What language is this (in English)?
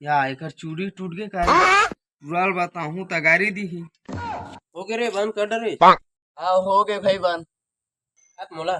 Chhattisgarhi